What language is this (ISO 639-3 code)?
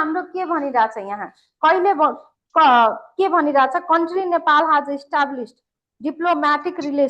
nep